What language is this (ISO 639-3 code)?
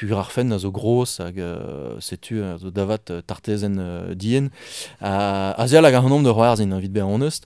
bre